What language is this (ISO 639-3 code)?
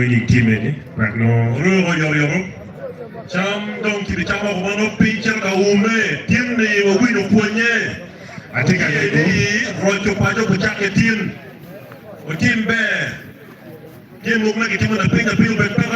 ach